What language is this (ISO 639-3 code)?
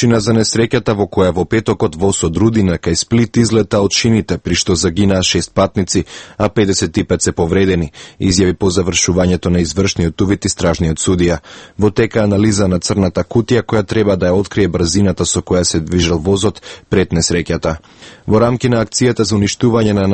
mkd